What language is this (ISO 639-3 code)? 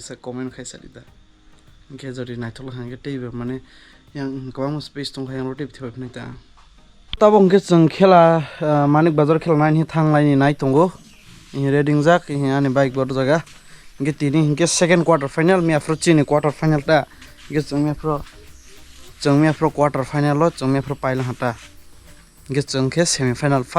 trp